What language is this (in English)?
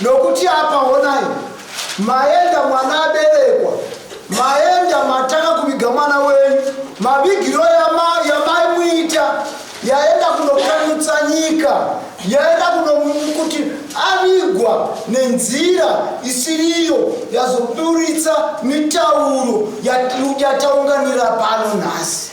Shona